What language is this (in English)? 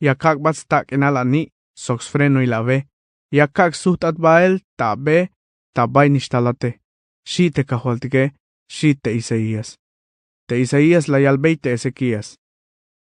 Tzeltal